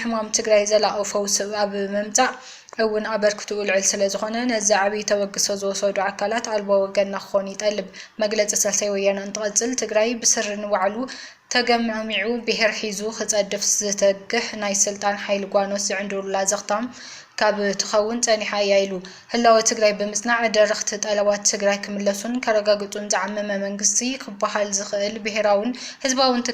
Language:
Tigrinya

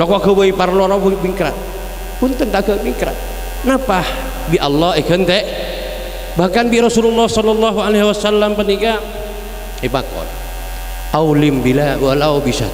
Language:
Madurese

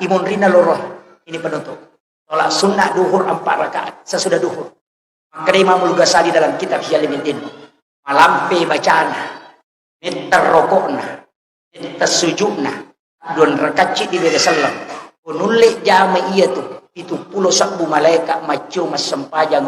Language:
Buginese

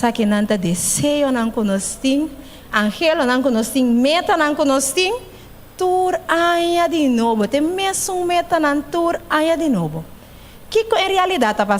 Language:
Papiamento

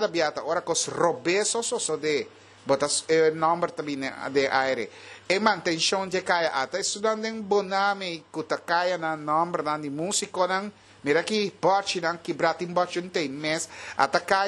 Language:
Papiamento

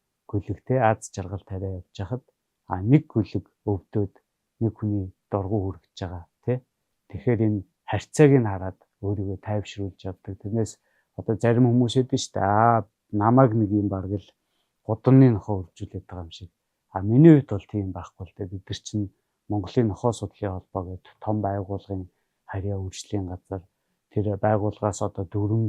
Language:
Mongolian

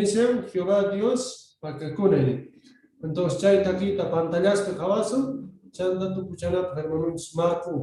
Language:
South Bolivian Quechua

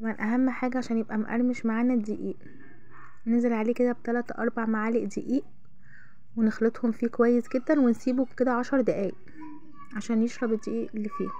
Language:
Egyptian Arabic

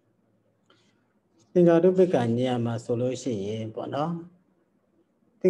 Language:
Burmese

